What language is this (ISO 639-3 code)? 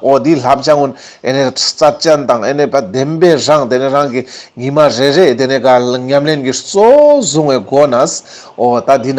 lbj